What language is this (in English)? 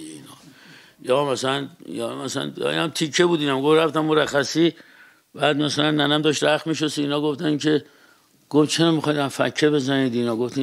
Persian